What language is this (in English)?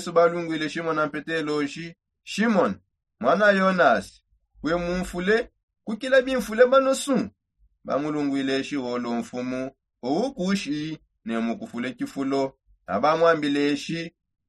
Songe